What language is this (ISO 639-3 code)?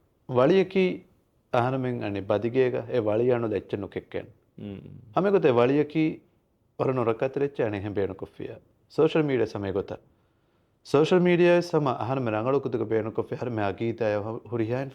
div